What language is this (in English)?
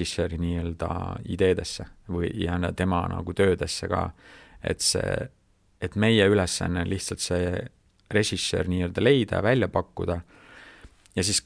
Estonian